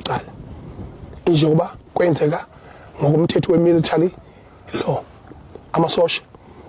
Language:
Zulu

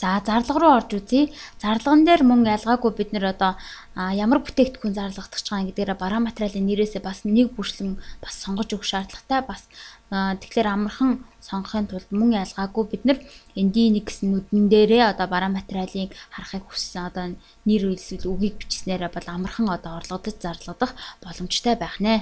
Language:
Mongolian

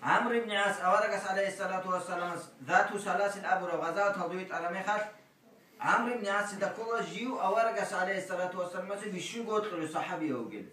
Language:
Avaric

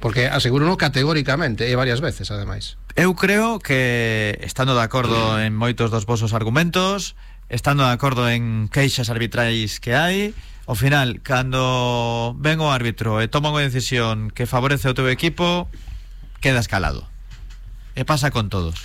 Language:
Galician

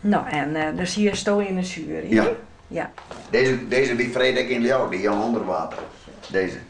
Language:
Western Frisian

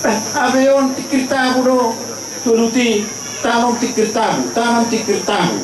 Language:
Batak Toba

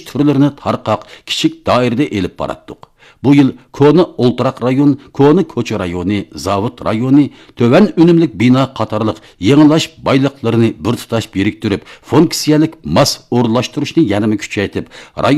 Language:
Uyghur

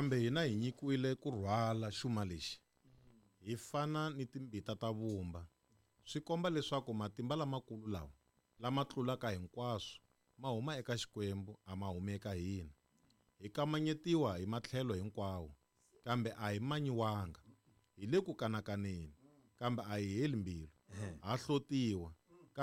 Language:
Tsonga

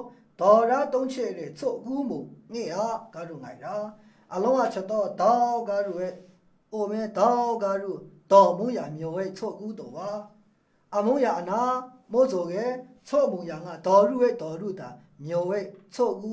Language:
Maru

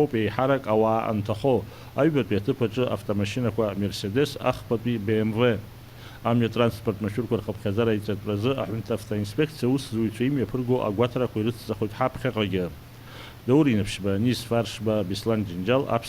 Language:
Abkhazian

